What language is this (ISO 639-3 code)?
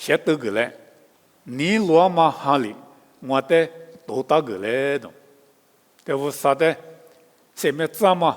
lis